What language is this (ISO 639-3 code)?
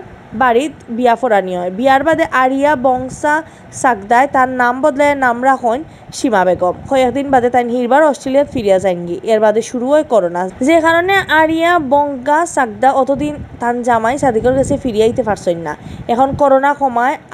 syl